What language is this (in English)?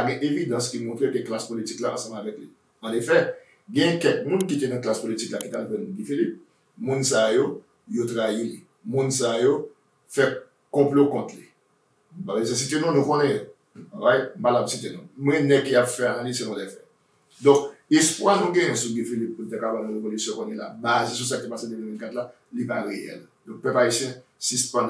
Haitian Creole